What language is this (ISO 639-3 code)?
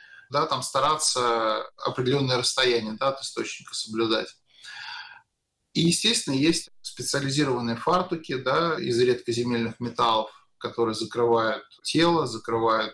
rus